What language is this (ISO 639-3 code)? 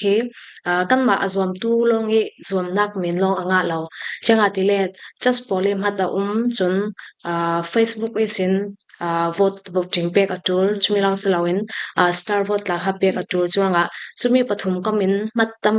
cfm